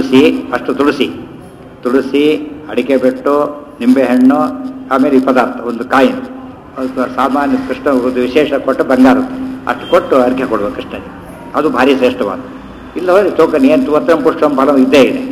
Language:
Kannada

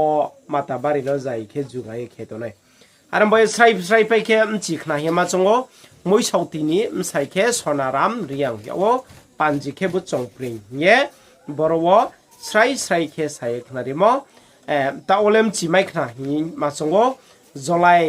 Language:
Riang (India)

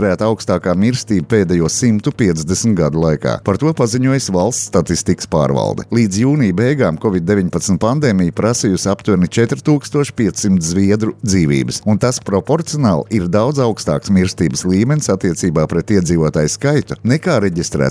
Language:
Latvian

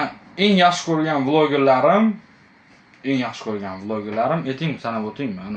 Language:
Uzbek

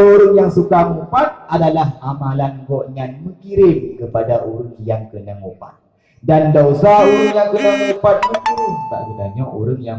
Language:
Achinese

